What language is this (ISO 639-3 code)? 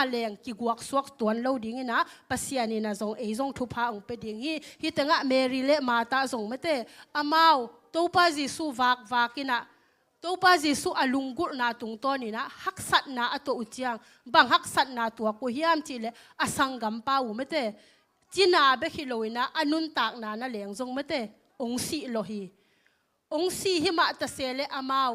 ctd